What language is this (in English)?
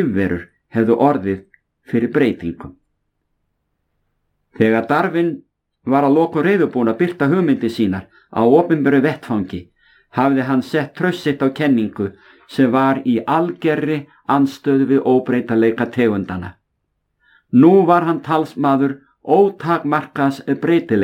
Icelandic